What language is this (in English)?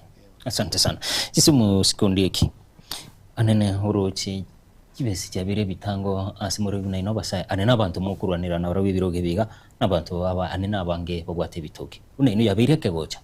Gusii